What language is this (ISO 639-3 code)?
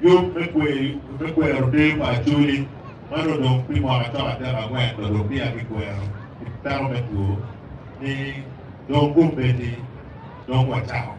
ach